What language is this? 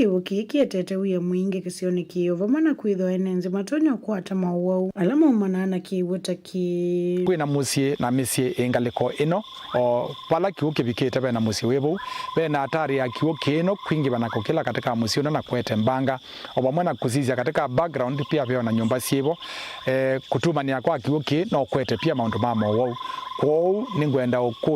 Kamba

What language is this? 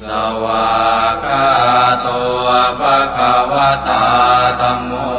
Pali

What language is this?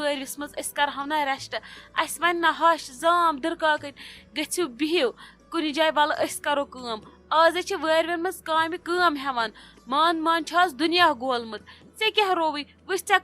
Kashmiri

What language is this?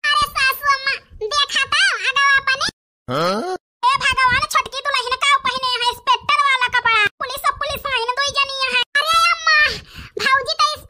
Awadhi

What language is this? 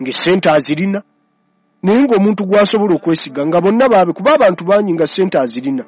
Ganda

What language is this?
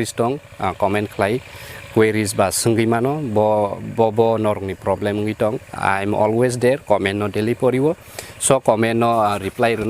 Kok Borok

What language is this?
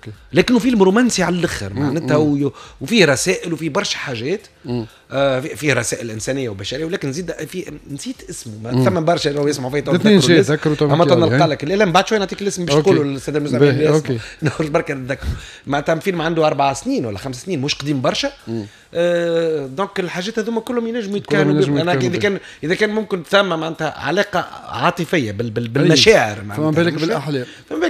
Tunisian Arabic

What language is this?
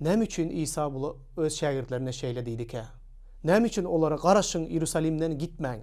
Turkmen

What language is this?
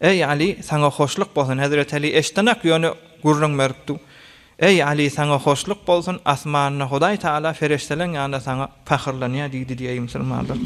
Turkmen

